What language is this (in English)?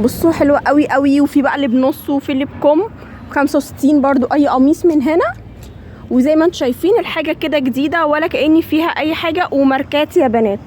Egyptian Arabic